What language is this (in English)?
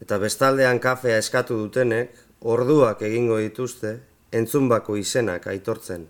Basque